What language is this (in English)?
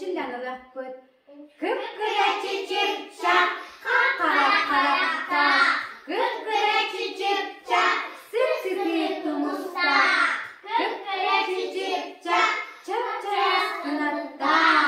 Yakut